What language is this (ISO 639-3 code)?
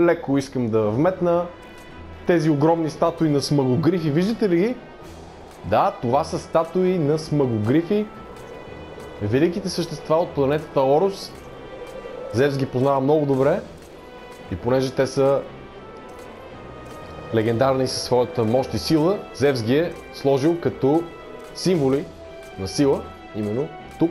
bul